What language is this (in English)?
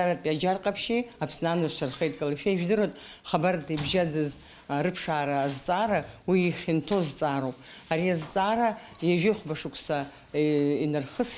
Abkhazian